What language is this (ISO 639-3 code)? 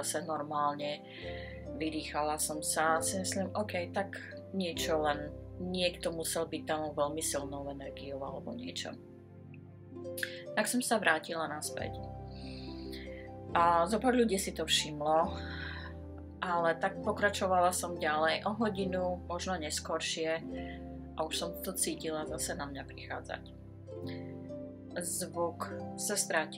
slk